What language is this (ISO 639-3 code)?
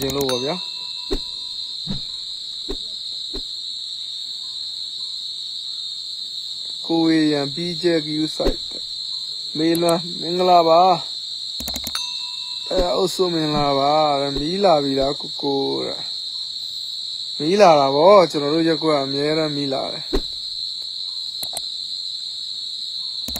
mya